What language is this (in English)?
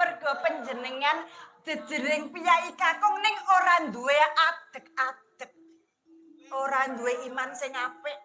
Javanese